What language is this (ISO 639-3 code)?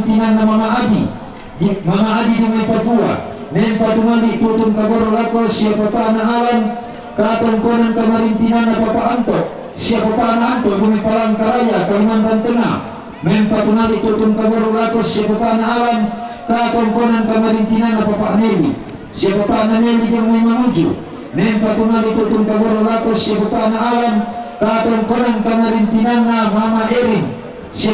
sda